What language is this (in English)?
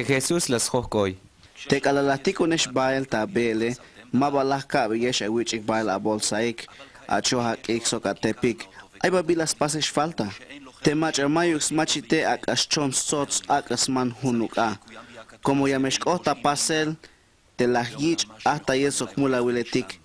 Tzeltal